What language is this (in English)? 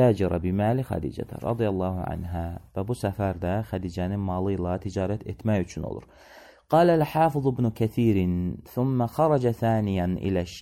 Azerbaijani